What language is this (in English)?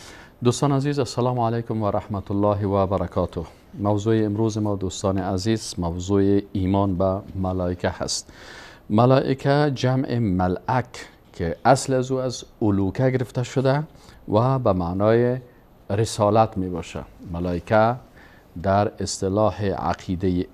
Persian